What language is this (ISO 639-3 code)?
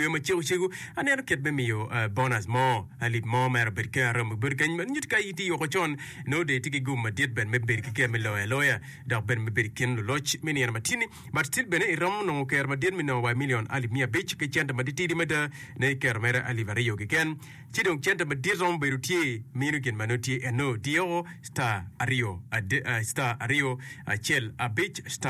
ach